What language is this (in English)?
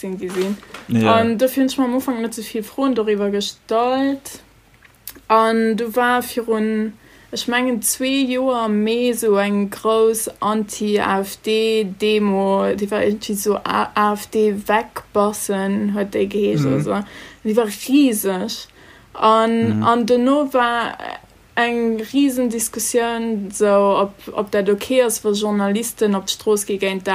Luxembourgish